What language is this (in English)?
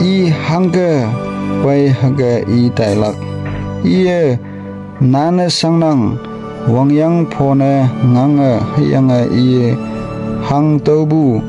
Konyak Naga